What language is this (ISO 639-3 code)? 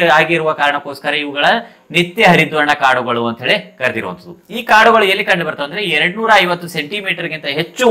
kan